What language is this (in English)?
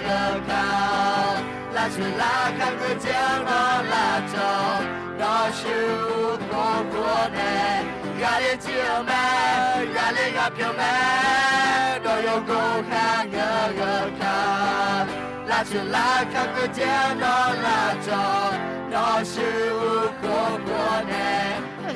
Akha